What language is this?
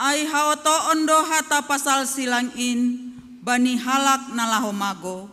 Batak Simalungun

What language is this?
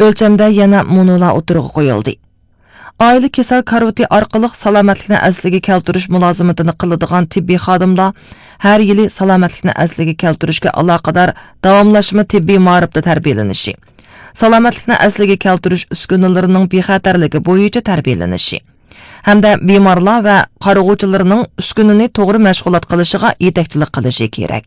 Uyghur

